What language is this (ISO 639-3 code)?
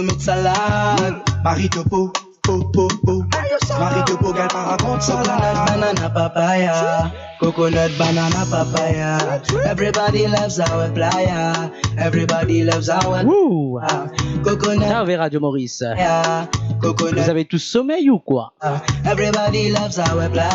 mfe